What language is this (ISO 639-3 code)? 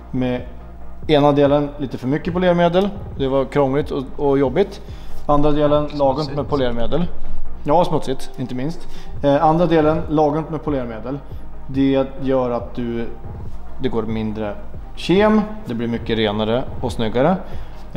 swe